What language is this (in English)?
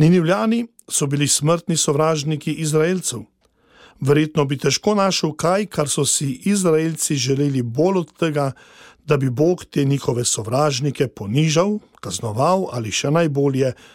Slovenian